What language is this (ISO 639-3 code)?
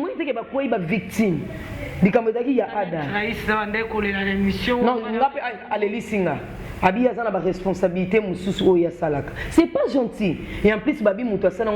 lin